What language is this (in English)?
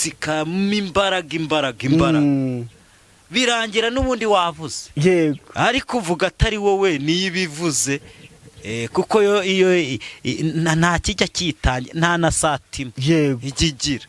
Kinyarwanda